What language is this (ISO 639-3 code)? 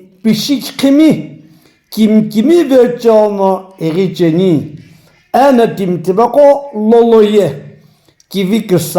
nsm